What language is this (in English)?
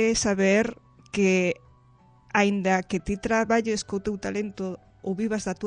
Galician